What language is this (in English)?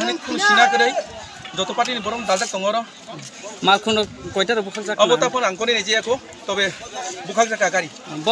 Kok Borok